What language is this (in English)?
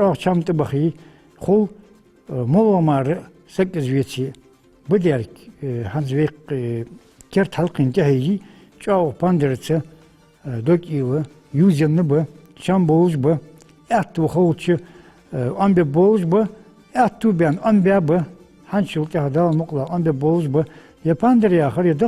Ingush